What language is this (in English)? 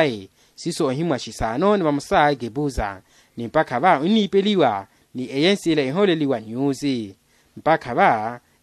Makhuwa